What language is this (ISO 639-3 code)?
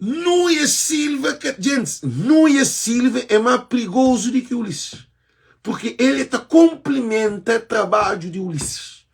kea